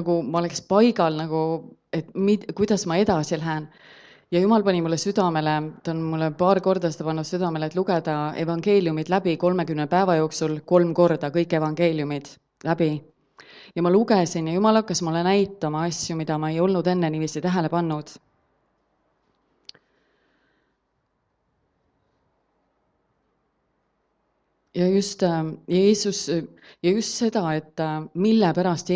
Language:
Estonian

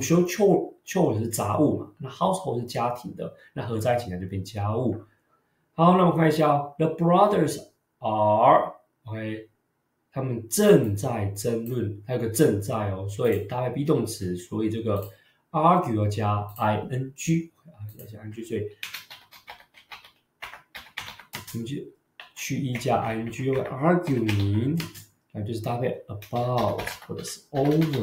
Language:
Chinese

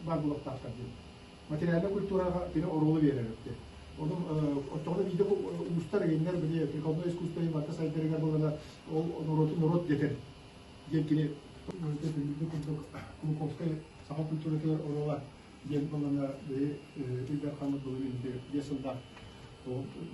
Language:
Yakut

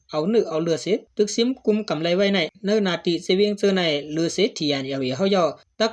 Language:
Shan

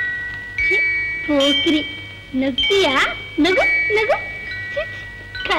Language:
Kannada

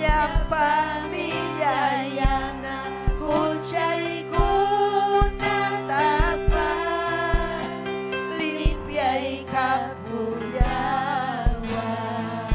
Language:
Ayacucho Quechua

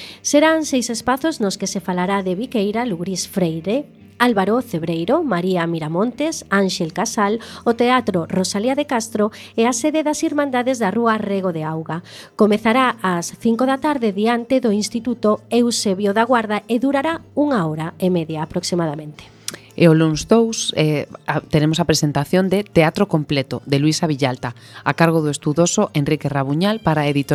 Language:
Galician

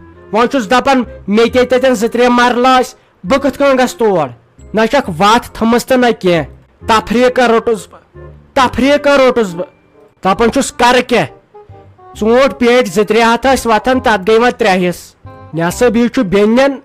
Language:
Kashmiri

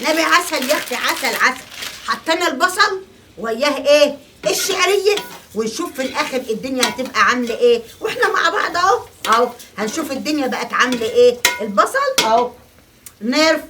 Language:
Egyptian Arabic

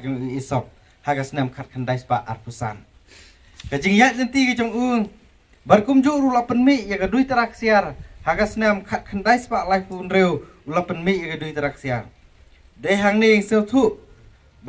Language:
Khasi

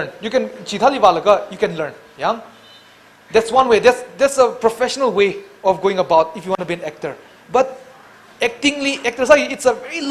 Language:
Tangkhul Naga (India)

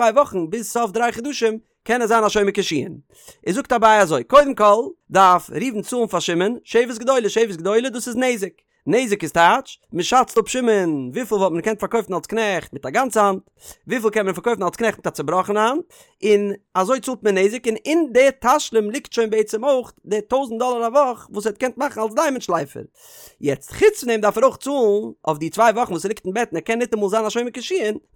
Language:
Yiddish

